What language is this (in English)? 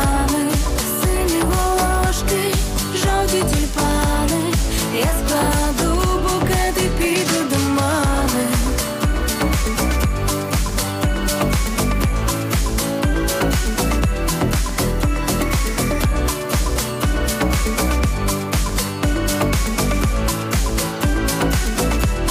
Ukrainian